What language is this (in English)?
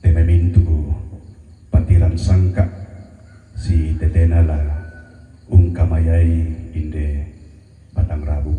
Toraja-Sa'dan